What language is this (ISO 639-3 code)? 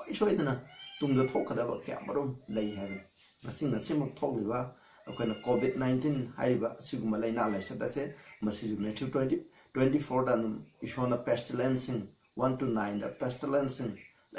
mni